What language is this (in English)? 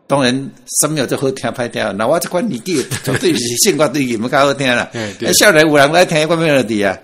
Min Nan Chinese